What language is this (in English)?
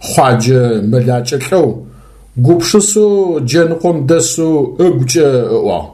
Adyghe